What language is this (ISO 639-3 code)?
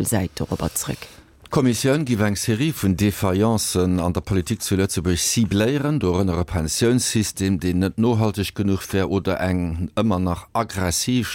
ltz